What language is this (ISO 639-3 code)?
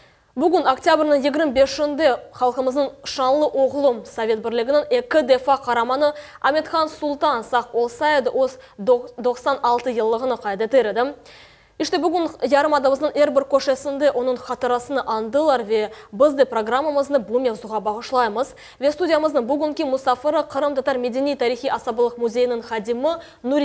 crh